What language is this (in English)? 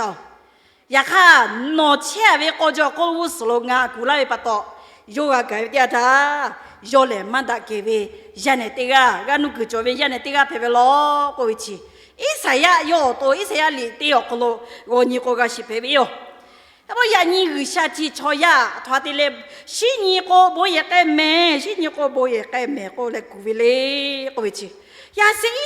Lahu